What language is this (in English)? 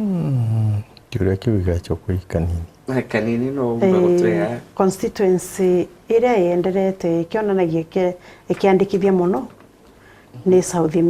Meru